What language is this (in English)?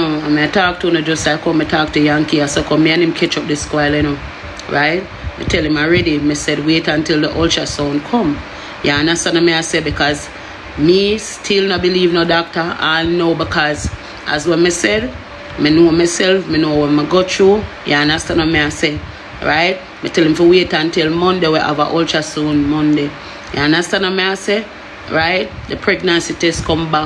Jamaican Creole English